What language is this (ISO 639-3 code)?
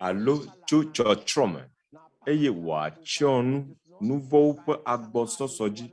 ewe